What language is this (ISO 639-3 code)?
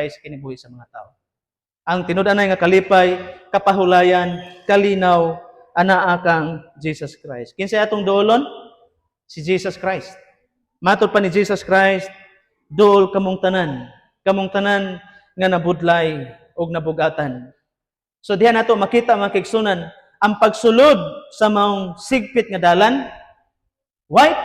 ceb